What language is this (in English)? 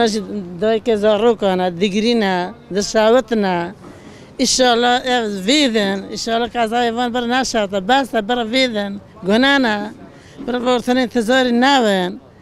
Kurdish